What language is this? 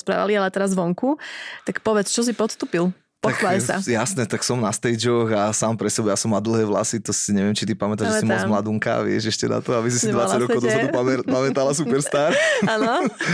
Slovak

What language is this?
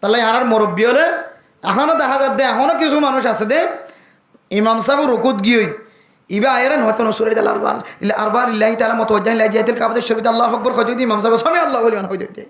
Rohingya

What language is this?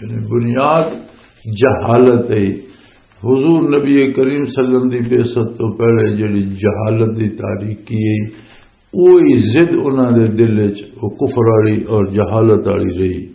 Western Panjabi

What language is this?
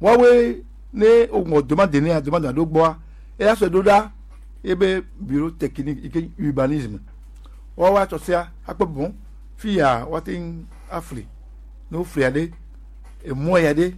Gen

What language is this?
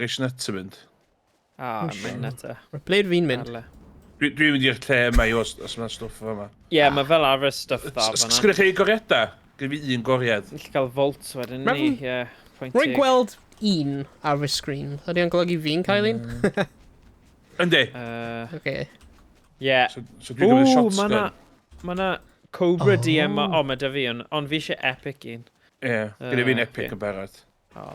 Welsh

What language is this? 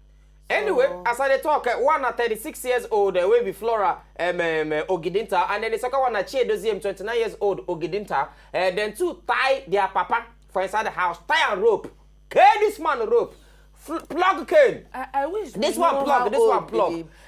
Nigerian Pidgin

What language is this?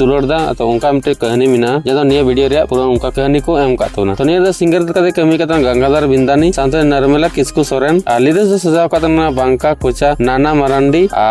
Santali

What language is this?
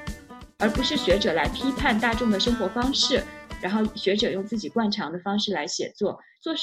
Chinese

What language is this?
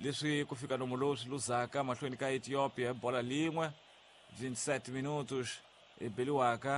Tsonga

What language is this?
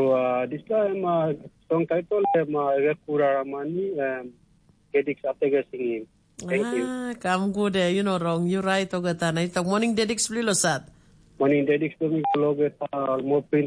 Tok Pisin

